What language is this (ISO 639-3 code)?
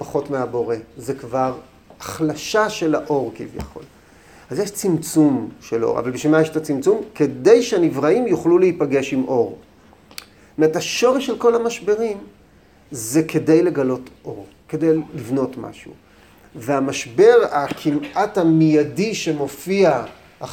heb